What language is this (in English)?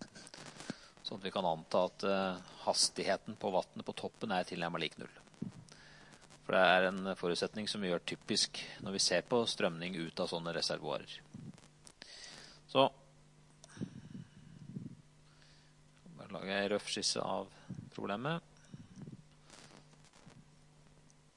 Norwegian